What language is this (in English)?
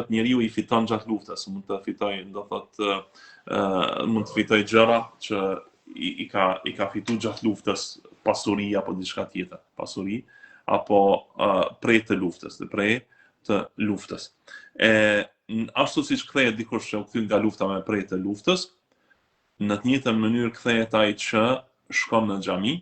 Albanian